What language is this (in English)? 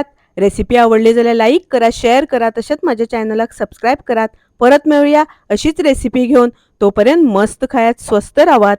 Konkani